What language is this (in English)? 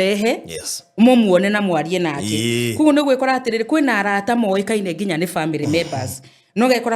Kikuyu